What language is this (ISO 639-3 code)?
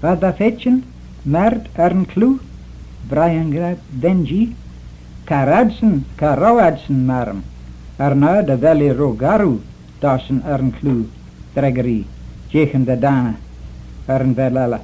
glv